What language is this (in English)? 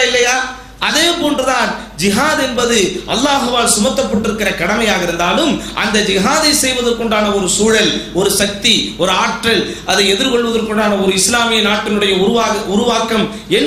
Tamil